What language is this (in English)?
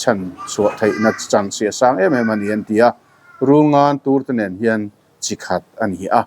Mizo